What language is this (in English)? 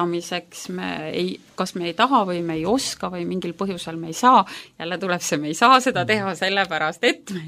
Estonian